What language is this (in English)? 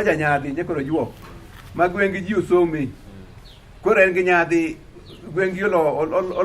Luo (Kenya and Tanzania)